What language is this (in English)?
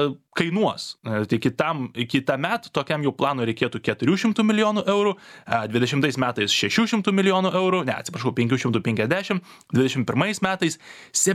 Lithuanian